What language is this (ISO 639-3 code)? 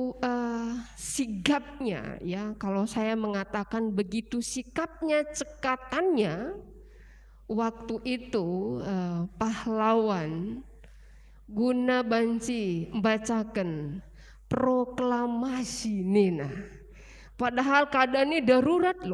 btx